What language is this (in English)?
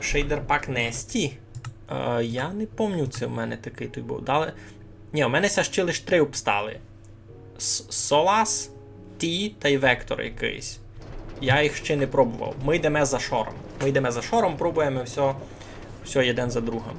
Rusyn